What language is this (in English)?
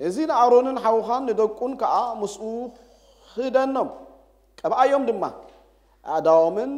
Tigrinya